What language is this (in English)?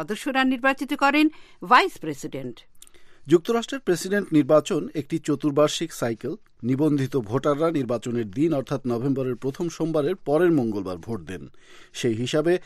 Bangla